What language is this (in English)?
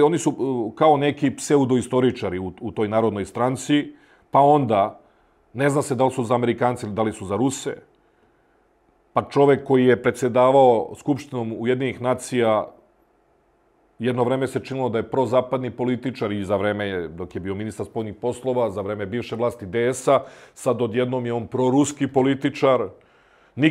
Serbian